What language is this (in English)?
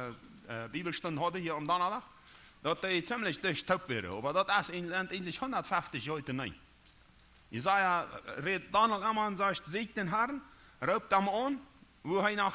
Plautdietsch